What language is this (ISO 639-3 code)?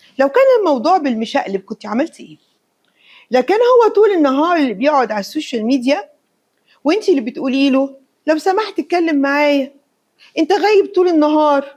arz